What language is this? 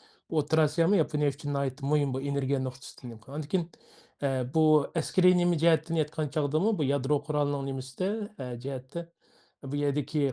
Uyghur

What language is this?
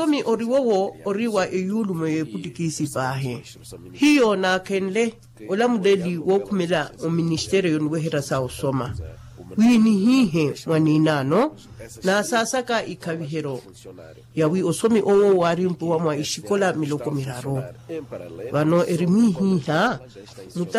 Makhuwa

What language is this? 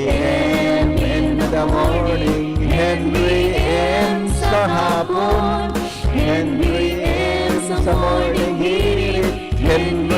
Bikol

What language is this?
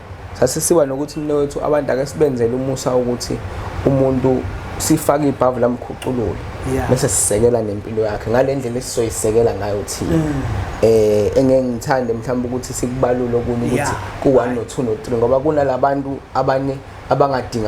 Zulu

